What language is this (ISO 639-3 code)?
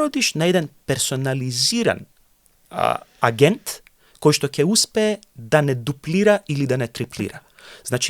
mkd